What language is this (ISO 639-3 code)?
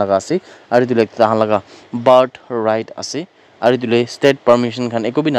nag